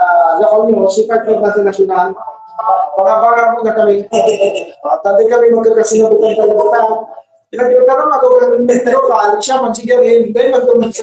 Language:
Bikol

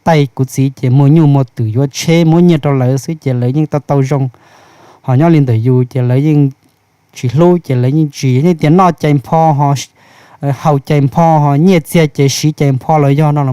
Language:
Hmong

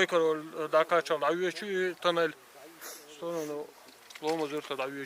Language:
Chechen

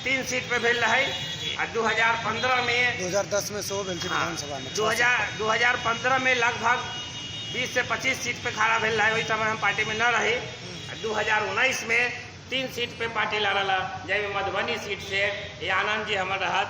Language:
Maithili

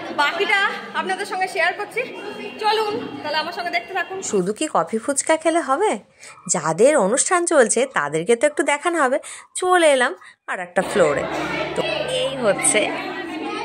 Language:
Bangla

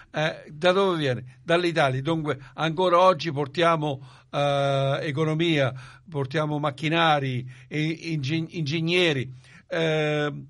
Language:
Italian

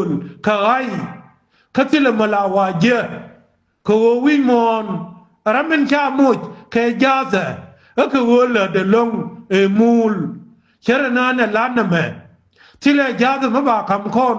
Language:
Nuer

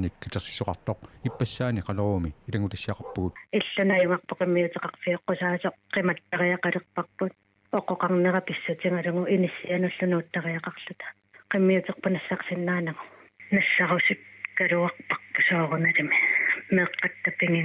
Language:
Kalaallisut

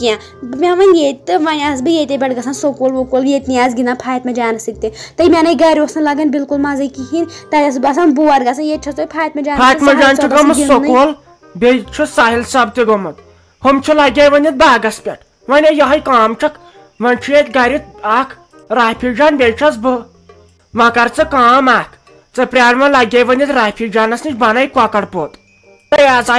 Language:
Kashmiri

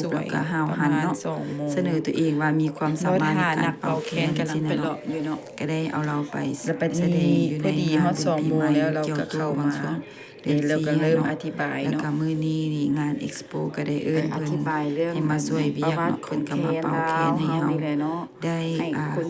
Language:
Lao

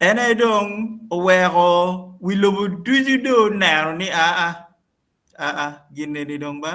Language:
Acoli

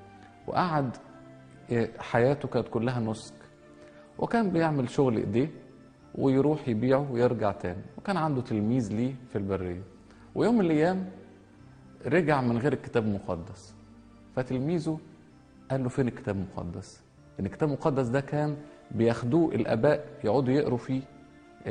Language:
Egyptian Arabic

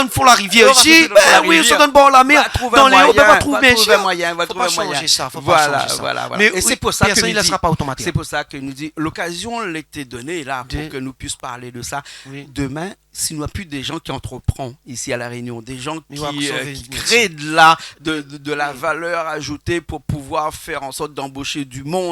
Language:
Réunion Creole French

